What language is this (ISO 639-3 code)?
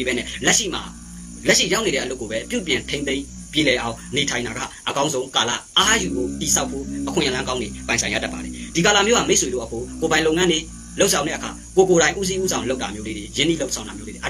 mya